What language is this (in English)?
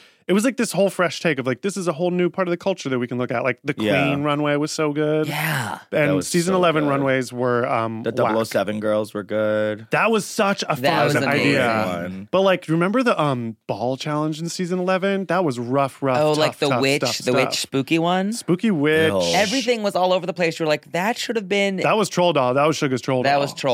English